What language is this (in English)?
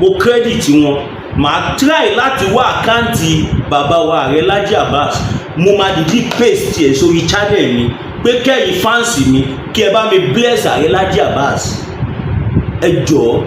Yoruba